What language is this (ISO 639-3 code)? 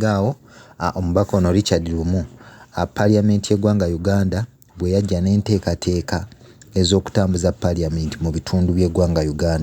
lug